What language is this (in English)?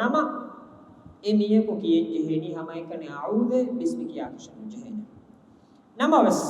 Divehi